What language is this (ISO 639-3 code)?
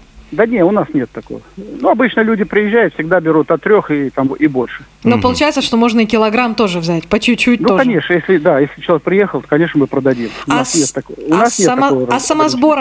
rus